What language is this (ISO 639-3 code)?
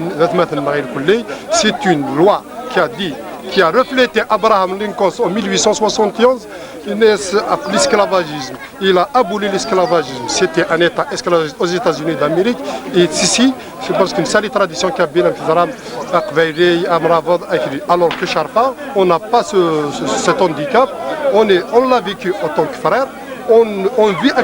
kab